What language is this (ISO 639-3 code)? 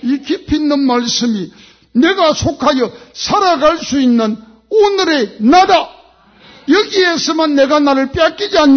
kor